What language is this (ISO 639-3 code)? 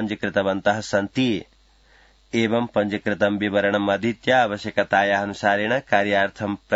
san